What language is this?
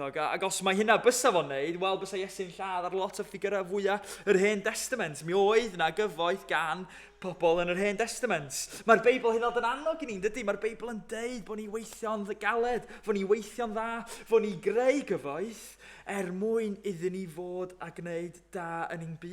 Welsh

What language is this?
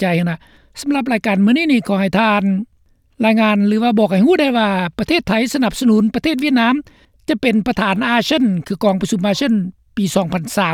Lao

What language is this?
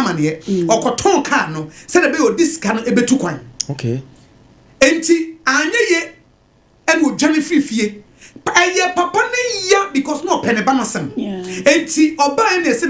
Akan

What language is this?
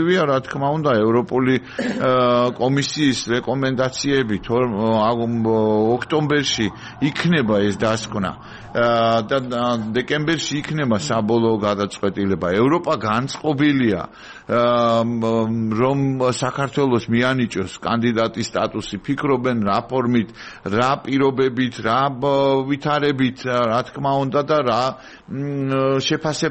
Georgian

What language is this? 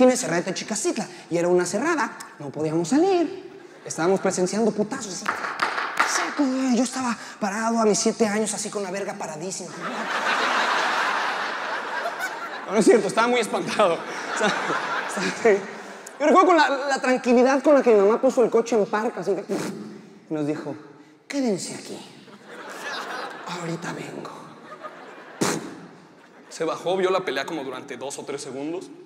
Spanish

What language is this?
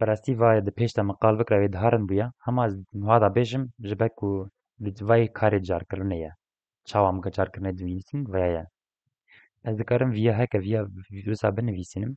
Kurdish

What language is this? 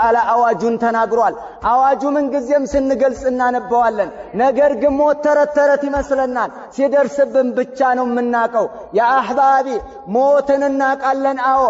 Amharic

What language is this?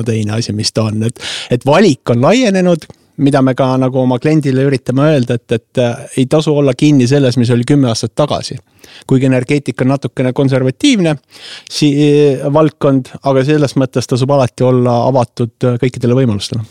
Estonian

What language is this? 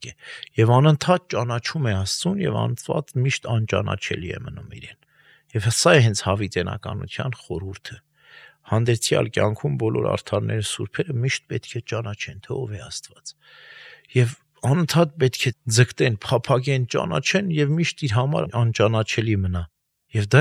Armenian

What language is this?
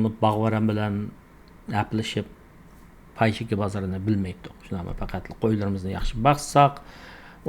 Uyghur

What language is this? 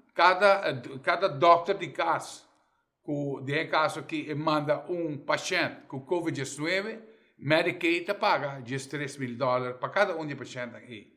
Papiamento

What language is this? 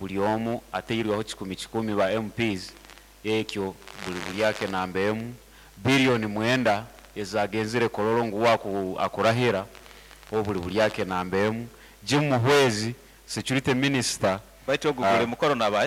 Nyankole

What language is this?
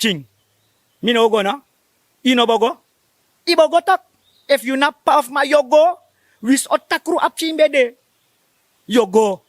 Sranan Tongo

